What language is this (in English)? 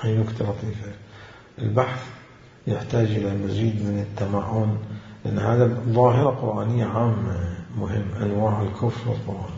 Mesopotamian Arabic